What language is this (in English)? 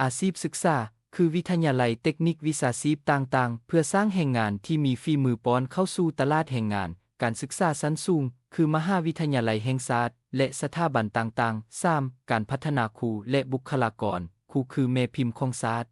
Lao